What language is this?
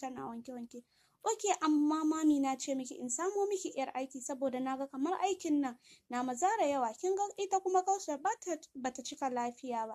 Hausa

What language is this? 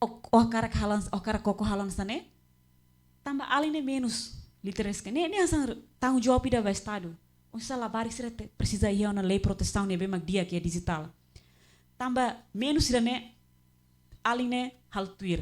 Tetum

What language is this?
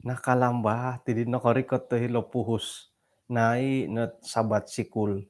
Central Dusun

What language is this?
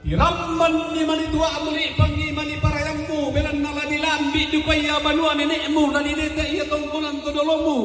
Toraja-Sa'dan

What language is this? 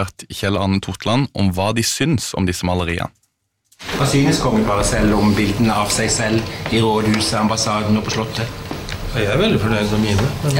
Norwegian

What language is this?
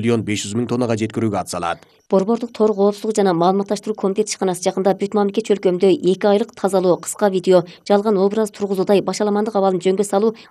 Kyrgyz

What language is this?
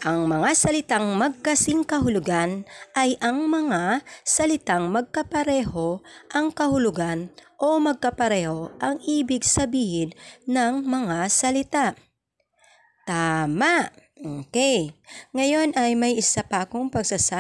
Filipino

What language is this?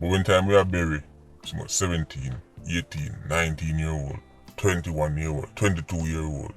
Jamaican Creole English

